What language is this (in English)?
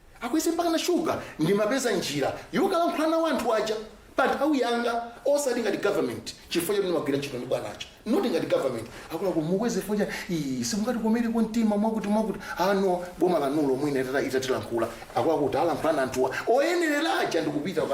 Nyanja